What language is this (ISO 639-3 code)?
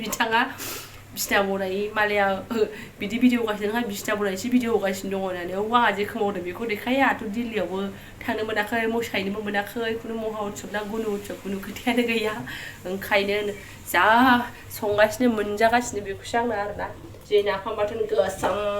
brx